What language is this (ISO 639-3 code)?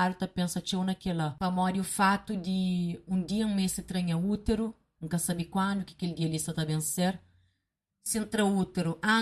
kea